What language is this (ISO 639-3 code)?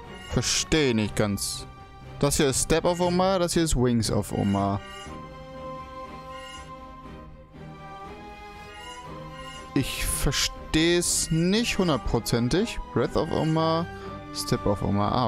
deu